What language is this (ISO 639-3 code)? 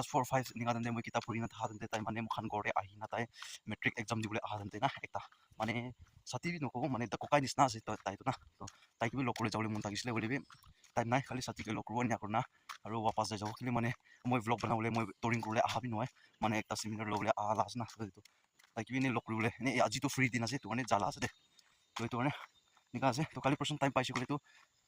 nag